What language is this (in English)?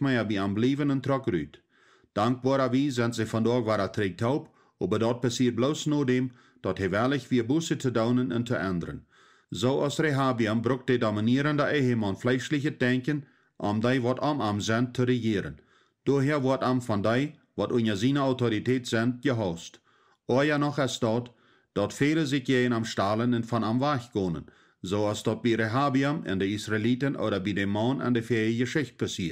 Plautdietsch